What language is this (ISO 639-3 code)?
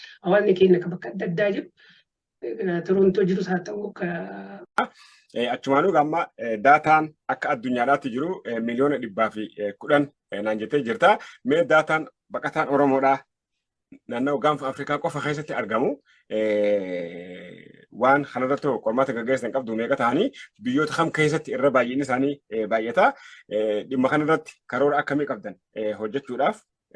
orm